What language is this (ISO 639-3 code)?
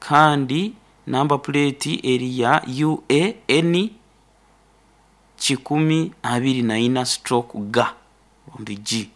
nyo